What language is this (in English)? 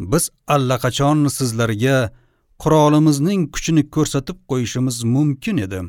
Uzbek